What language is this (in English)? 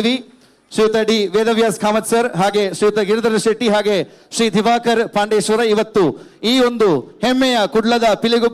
Tulu